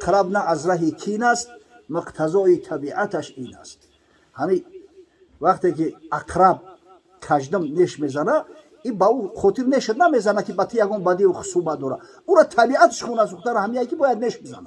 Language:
Tajik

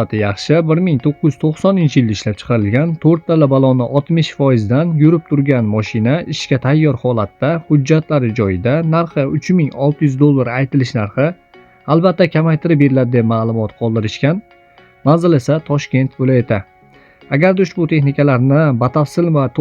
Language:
Uzbek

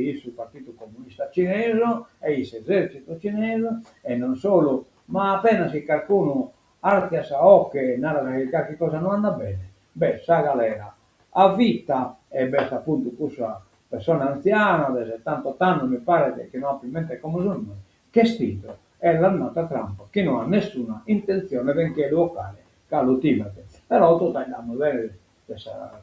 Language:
Sardinian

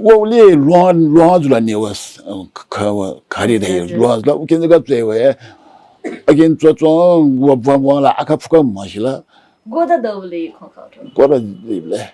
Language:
Newari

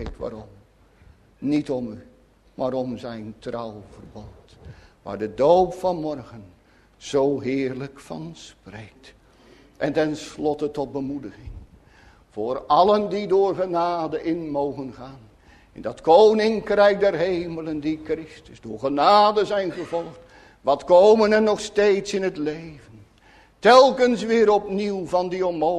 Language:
Dutch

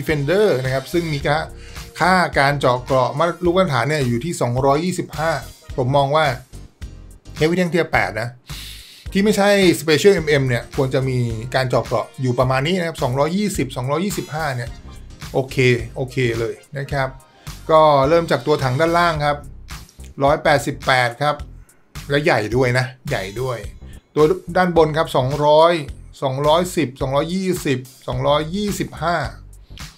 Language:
Thai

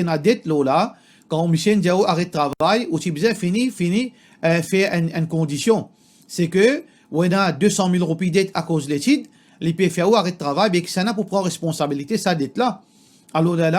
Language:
Morisyen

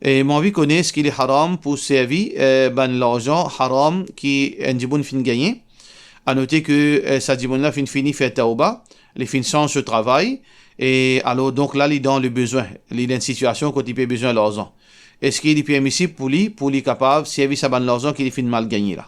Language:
Morisyen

